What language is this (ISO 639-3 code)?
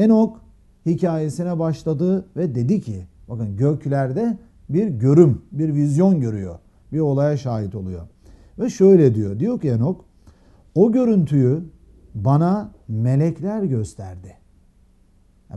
tur